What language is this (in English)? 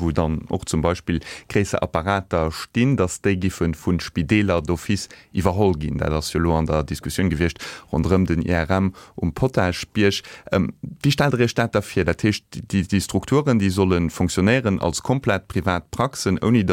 Luxembourgish